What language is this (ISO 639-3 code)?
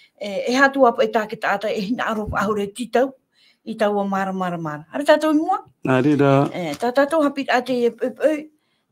tah